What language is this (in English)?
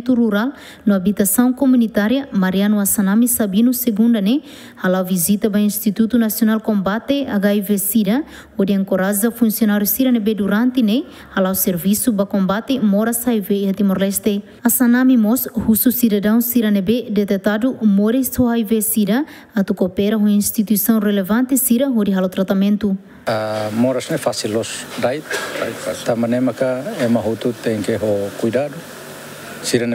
Tetum